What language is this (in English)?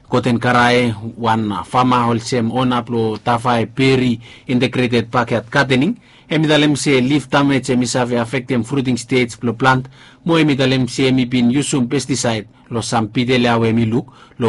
Bislama